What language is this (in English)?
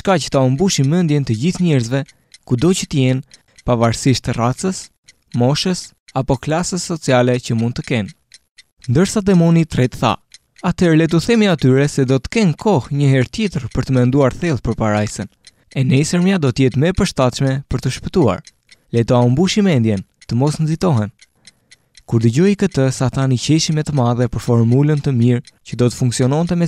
Albanian